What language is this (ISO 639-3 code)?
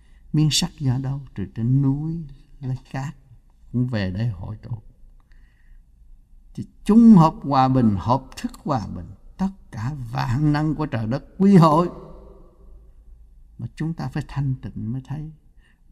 vie